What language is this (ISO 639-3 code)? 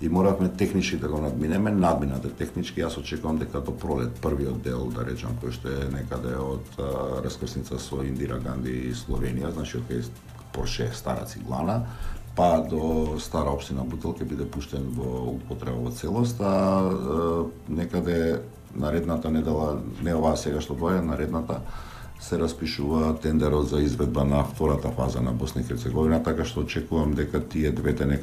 mkd